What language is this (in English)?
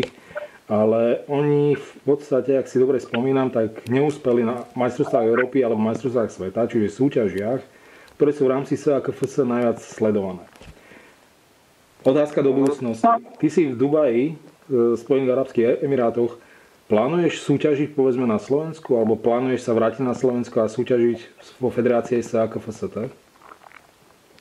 Slovak